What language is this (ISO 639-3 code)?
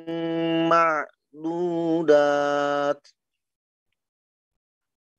ind